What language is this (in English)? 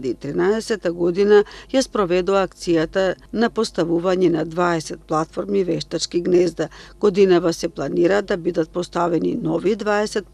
Macedonian